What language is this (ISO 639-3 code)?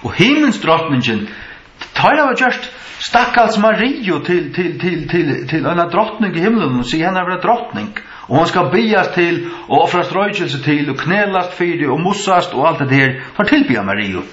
fao